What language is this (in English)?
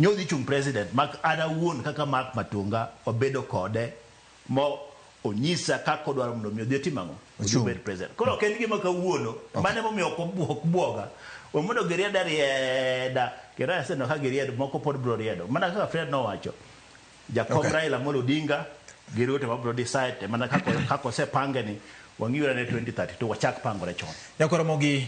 Luo (Kenya and Tanzania)